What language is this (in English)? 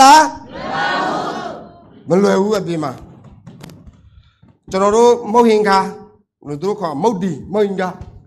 Burmese